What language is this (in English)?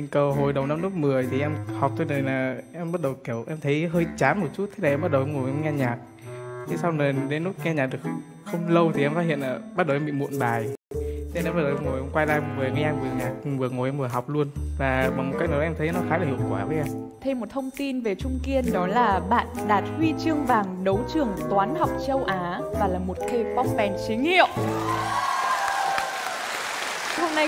Vietnamese